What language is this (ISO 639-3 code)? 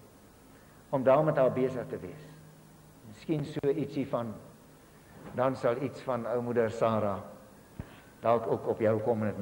afr